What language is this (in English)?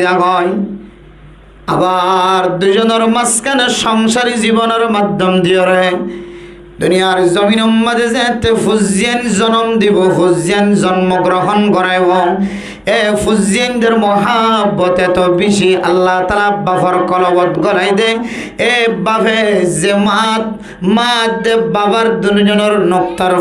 Rohingya